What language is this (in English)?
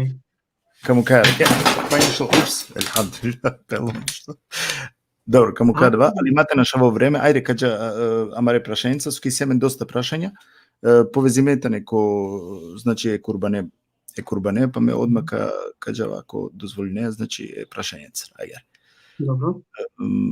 Balkan Romani